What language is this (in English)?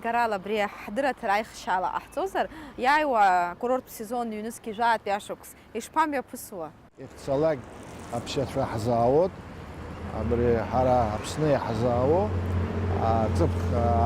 Abkhazian